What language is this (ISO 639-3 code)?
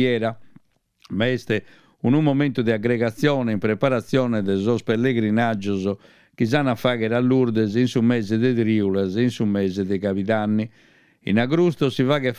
srd